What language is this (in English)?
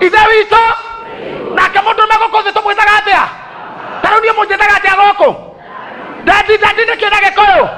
Kikuyu